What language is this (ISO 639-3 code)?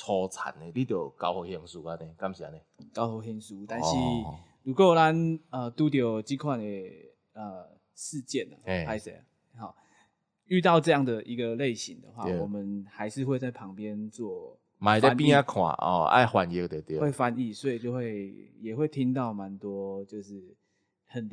nan